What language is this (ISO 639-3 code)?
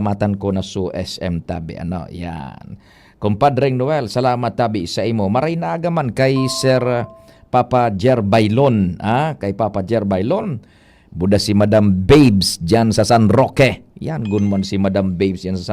bik